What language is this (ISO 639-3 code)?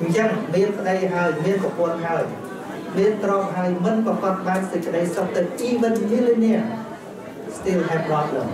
khm